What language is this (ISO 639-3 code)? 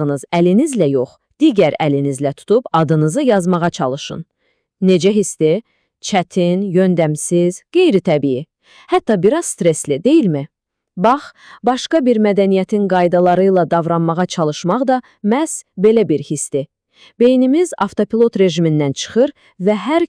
aze